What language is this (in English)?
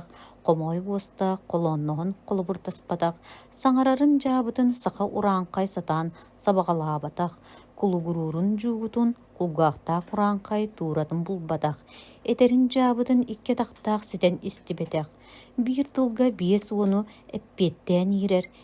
Yakut